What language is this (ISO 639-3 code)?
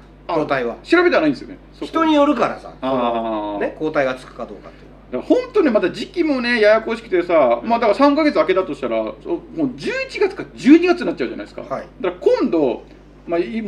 jpn